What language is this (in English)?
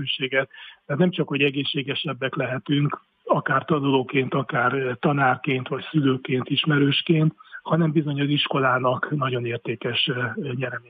Hungarian